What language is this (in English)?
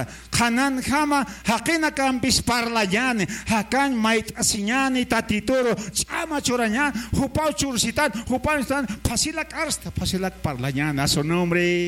Aymara